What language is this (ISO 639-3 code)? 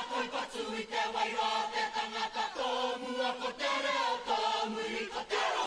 mri